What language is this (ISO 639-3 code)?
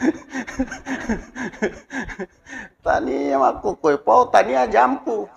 bug